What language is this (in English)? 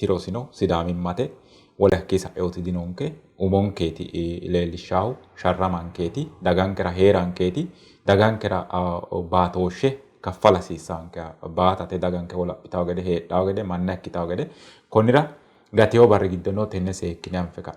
Sidamo